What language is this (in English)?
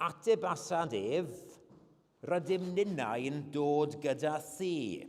Welsh